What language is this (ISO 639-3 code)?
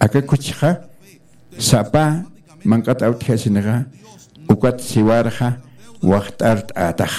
aym